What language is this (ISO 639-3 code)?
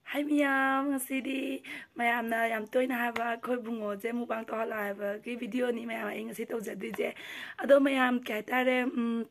mni